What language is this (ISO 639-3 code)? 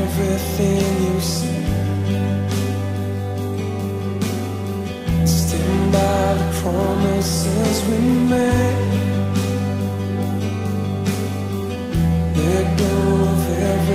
eng